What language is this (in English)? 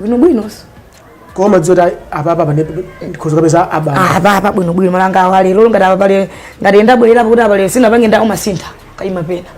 Nyanja